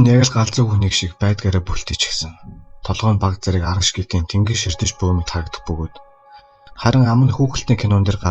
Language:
Mongolian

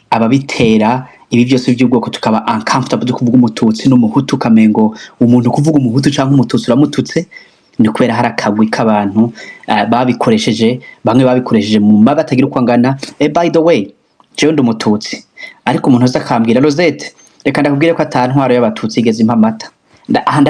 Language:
Rundi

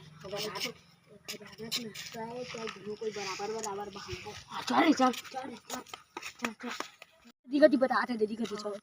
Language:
Chhattisgarhi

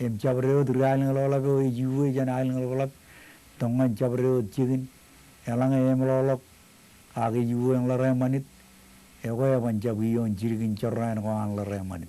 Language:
Marshallese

